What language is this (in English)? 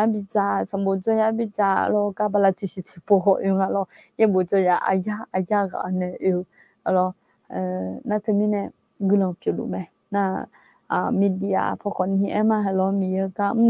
Akha